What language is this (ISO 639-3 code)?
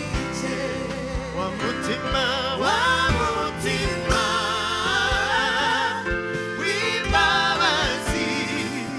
kin